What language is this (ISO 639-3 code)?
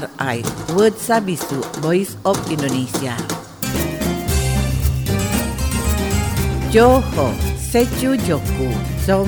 jpn